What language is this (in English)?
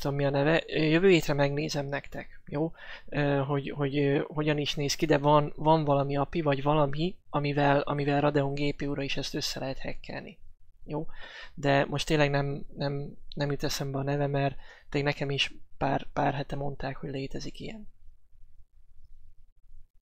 Hungarian